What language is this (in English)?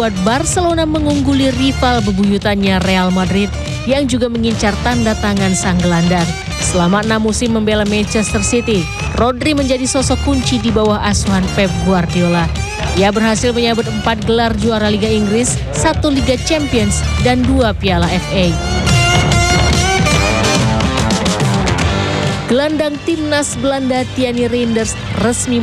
Indonesian